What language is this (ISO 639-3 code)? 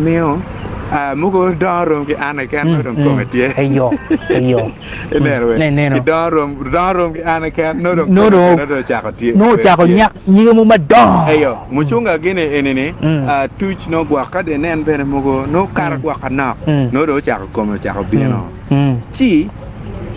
ach